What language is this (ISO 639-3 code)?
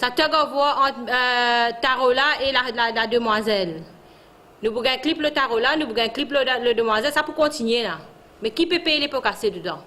mfe